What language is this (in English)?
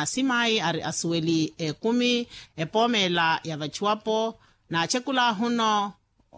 Makhuwa